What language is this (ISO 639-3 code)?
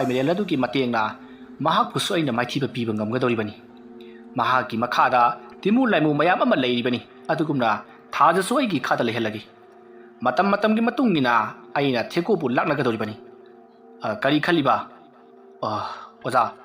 mni